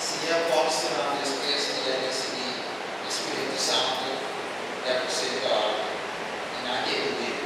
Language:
Papiamento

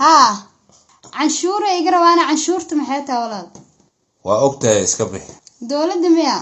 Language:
Somali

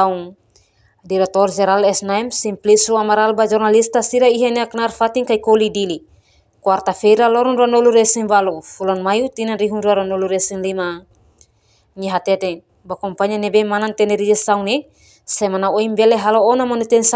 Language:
Tetum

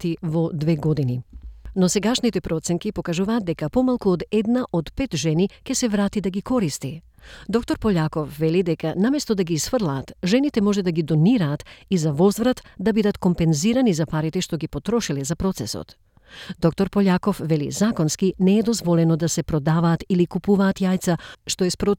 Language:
Macedonian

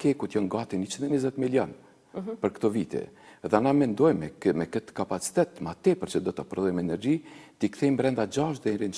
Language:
Albanian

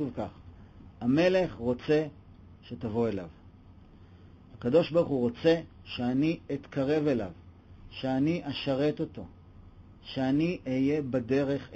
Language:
Hebrew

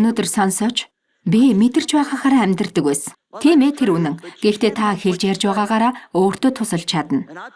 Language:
Mongolian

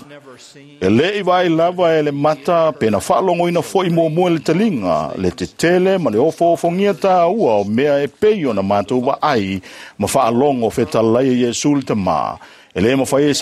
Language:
Samoan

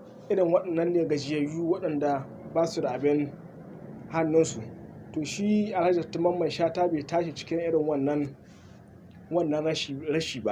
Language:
Hausa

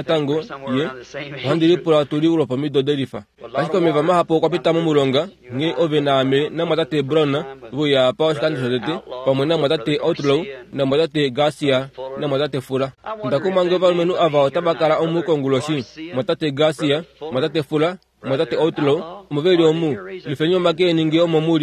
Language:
Kuanyama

